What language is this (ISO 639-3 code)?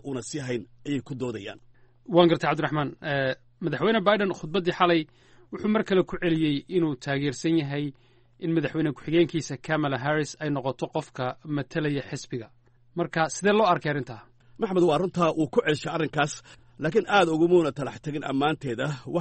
som